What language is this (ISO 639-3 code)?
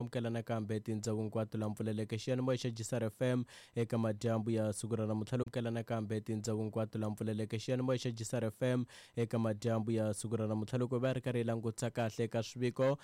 tso